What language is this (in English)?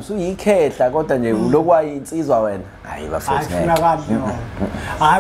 Zulu